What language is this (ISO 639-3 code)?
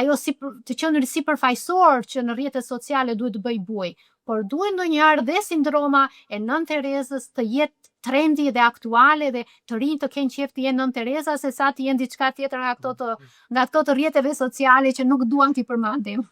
sqi